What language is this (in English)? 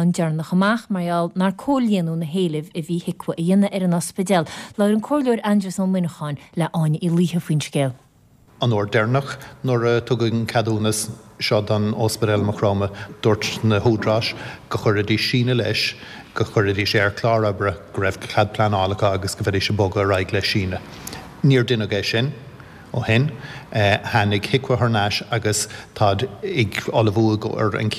Irish